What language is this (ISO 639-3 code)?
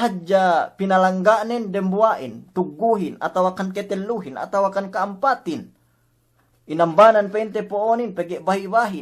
yka